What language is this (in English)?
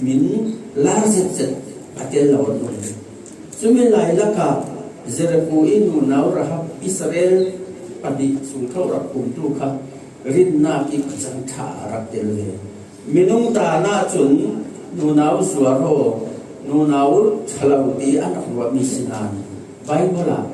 Falam Chin